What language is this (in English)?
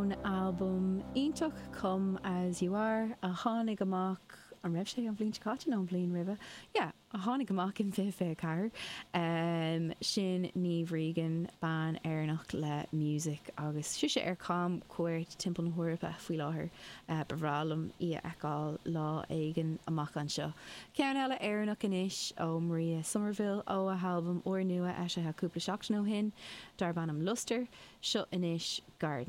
Irish